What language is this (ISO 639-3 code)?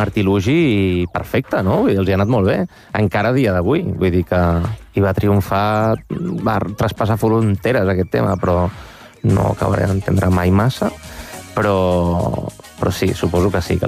cat